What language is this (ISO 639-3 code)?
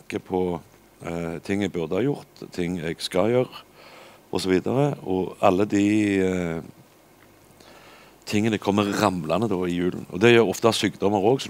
nor